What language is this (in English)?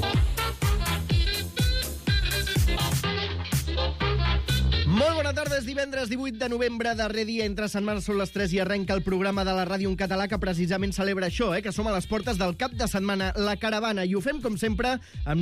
Catalan